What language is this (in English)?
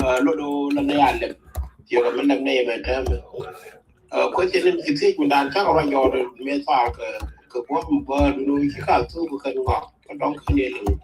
Nuer